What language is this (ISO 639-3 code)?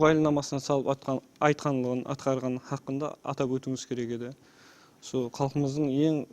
kaa